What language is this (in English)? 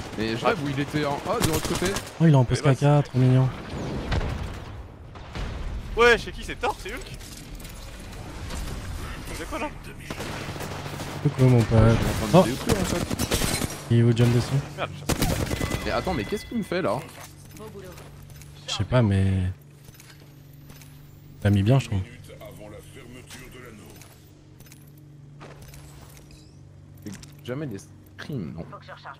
French